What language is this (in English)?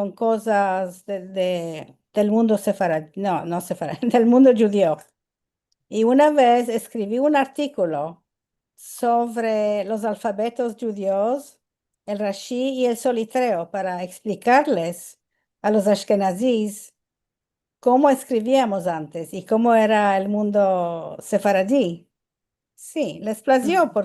Ladino